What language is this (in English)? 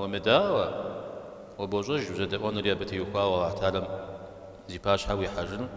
Kabardian